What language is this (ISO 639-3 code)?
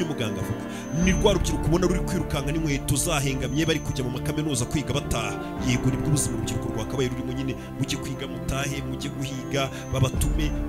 kin